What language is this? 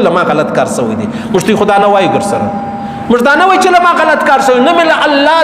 Pashto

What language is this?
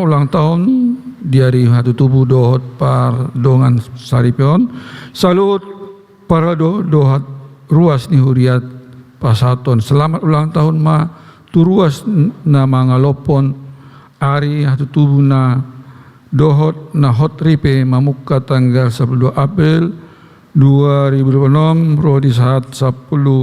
Batak Toba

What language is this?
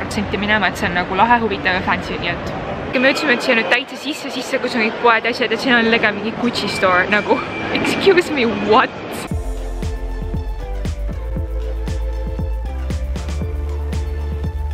Estonian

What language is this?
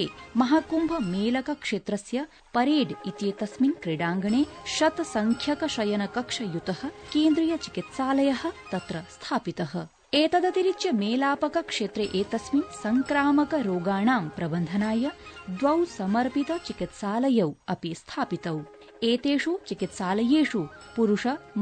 Sanskrit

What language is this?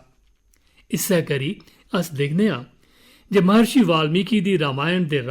Dogri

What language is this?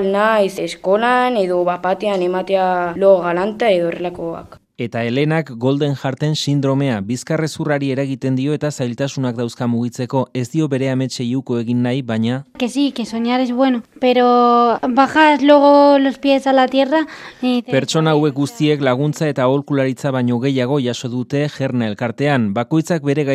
Basque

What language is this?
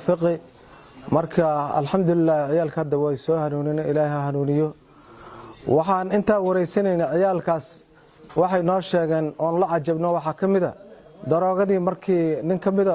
Somali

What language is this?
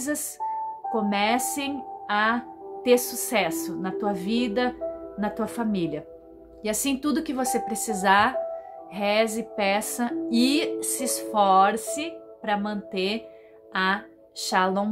Portuguese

